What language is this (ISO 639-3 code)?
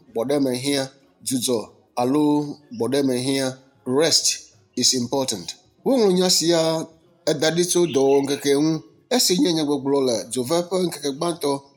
ewe